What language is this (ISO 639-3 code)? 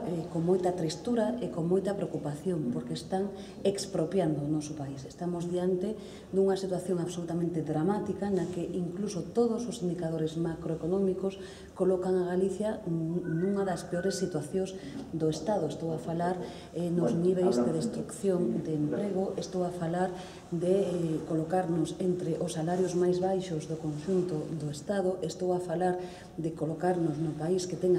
glg